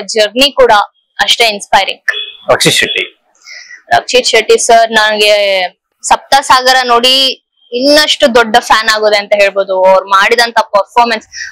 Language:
Kannada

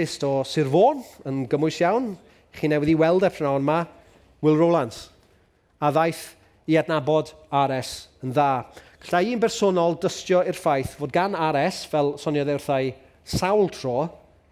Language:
Welsh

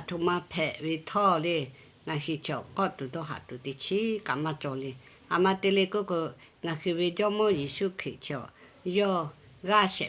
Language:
Lahu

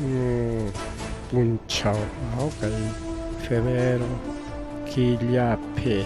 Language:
Ayacucho Quechua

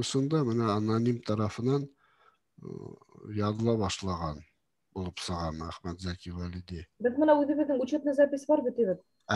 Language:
Bashkir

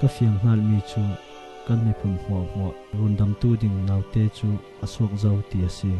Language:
Falam Chin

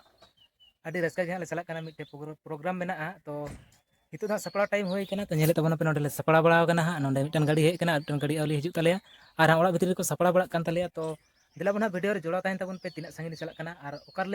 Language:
Santali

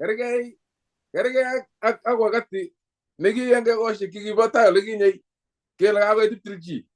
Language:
Kalenjin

